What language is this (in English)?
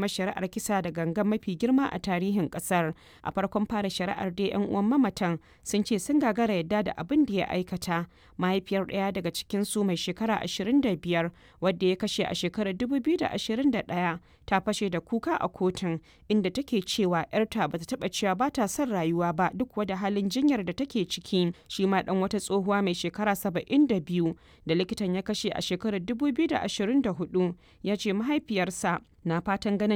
Hausa